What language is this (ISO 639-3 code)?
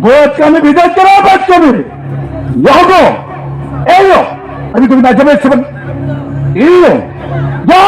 sat